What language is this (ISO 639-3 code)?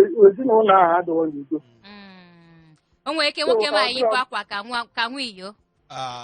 ibo